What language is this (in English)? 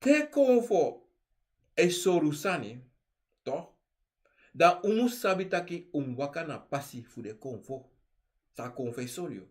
Sranan Tongo